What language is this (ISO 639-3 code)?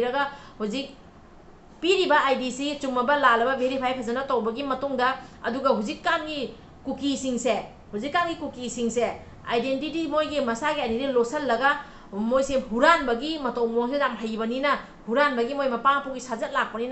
mni